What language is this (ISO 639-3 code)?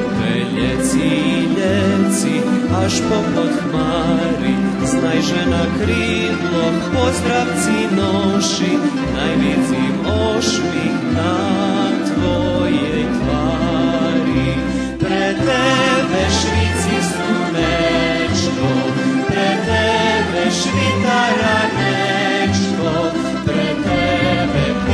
rue